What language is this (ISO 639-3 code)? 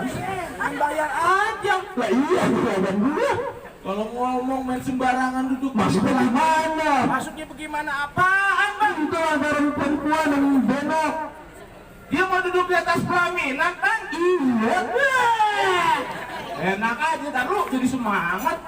bew